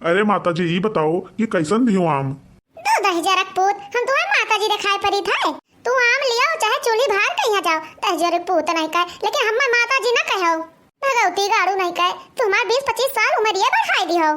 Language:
Awadhi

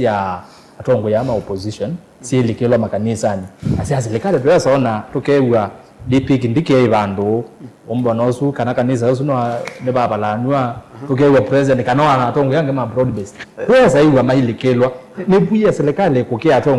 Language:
Kamba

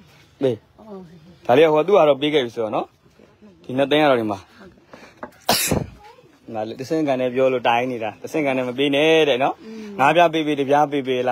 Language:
Burmese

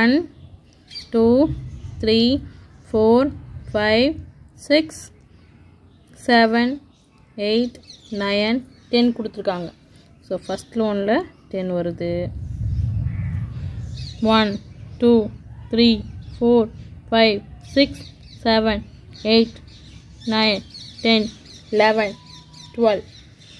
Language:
Tamil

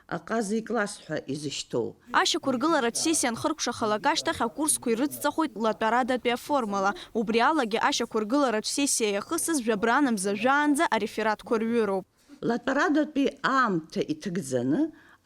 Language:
Abkhazian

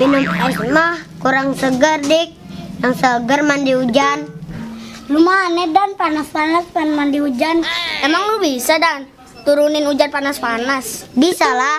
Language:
Betawi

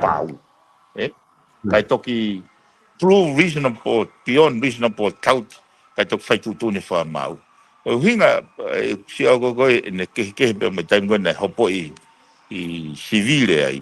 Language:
Tongan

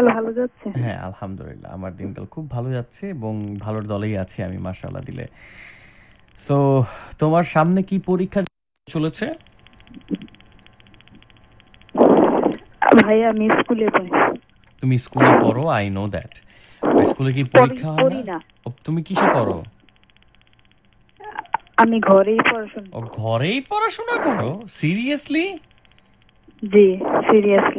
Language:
Bangla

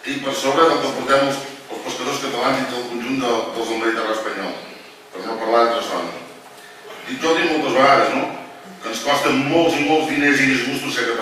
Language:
Catalan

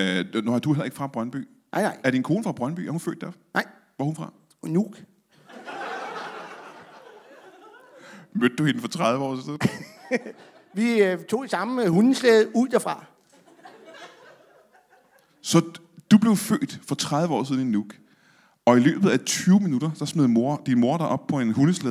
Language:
Danish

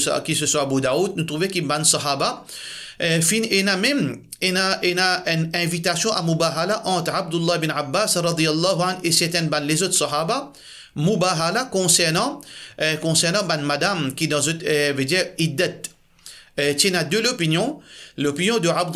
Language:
Morisyen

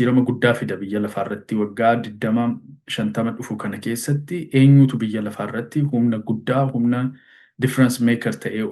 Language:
Oromo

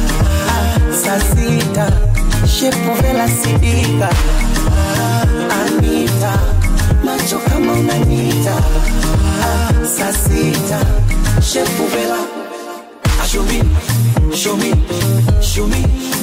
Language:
Swahili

